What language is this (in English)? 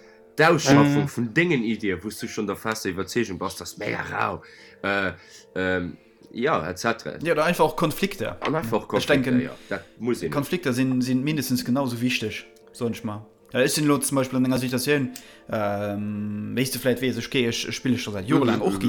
Luxembourgish